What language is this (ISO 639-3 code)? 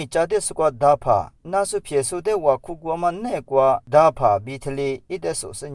lis